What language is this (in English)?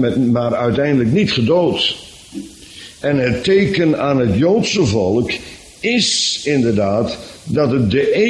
Dutch